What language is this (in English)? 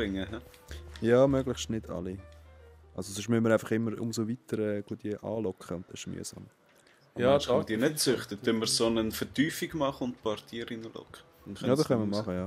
Swiss German